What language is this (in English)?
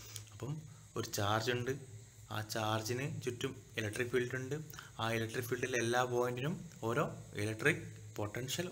Malayalam